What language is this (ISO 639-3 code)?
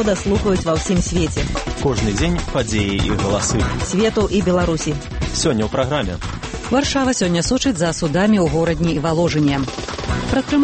bel